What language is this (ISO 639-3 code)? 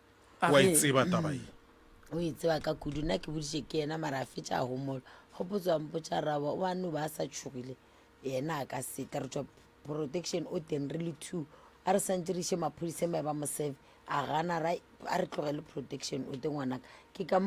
nso